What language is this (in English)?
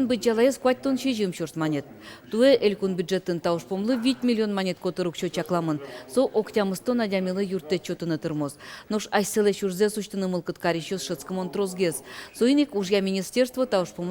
Udmurt